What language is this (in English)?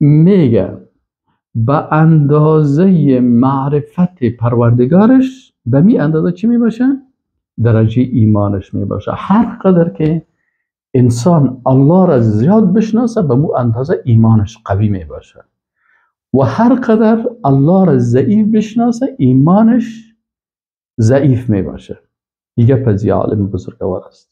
Persian